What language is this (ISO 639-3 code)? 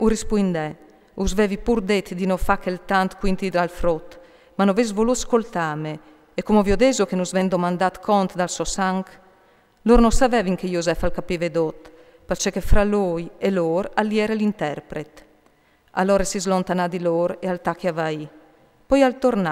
fur